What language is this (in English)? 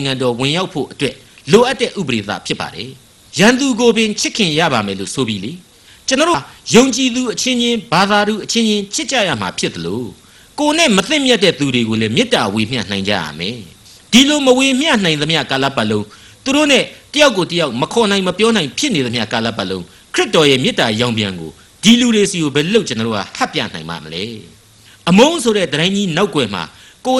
Burmese